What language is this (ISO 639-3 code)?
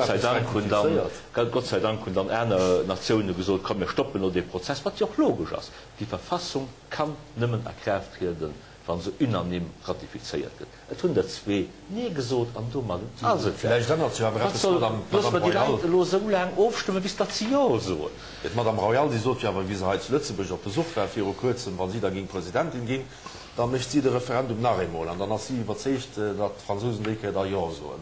ltz